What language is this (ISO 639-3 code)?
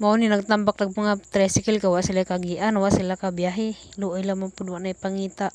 ceb